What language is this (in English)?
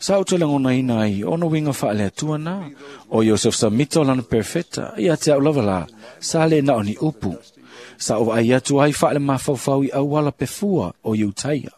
Samoan